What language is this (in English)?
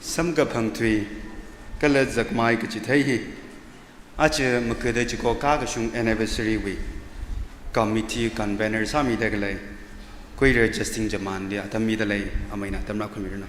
Tangkhul Naga (India)